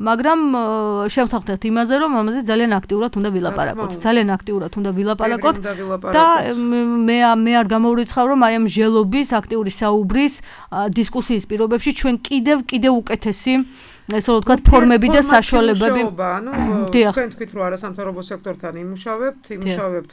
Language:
Georgian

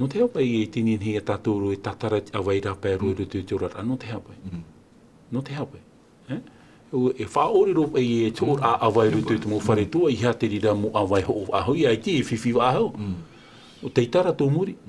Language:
Tahitian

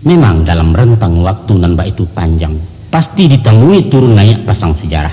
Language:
Minangkabau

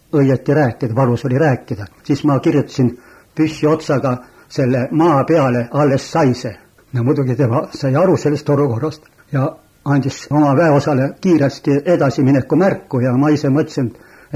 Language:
Estonian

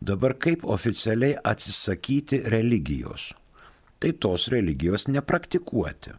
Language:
Lithuanian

